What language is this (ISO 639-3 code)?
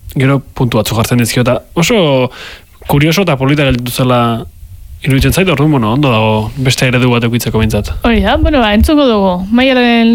eus